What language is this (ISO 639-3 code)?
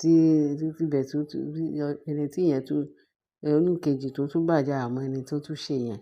yor